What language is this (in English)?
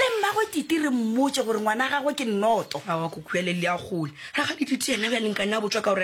Northern Sotho